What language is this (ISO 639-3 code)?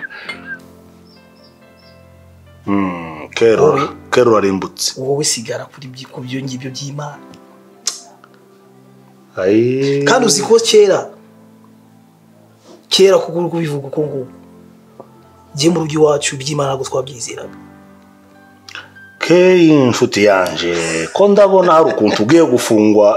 kin